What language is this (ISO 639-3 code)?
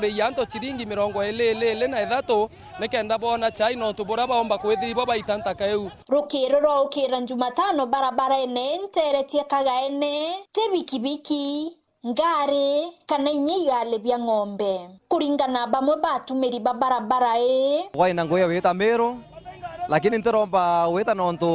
mer